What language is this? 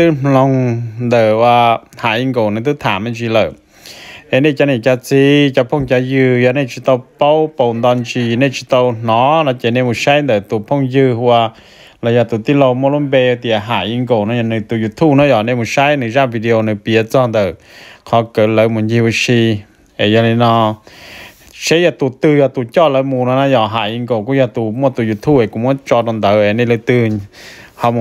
Vietnamese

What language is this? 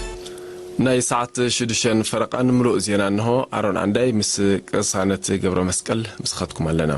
Tigrinya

